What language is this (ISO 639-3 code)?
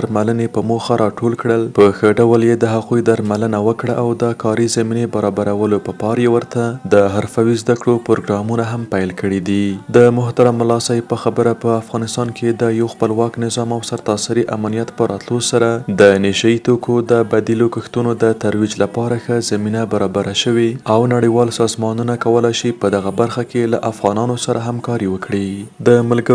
pus